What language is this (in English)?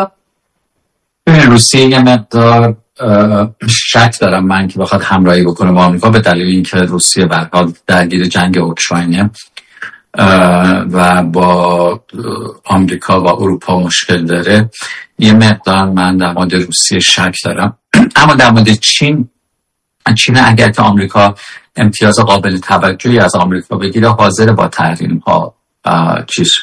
Persian